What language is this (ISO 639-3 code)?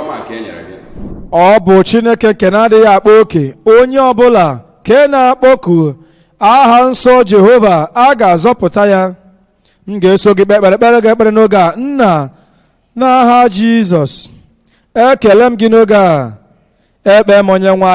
ibo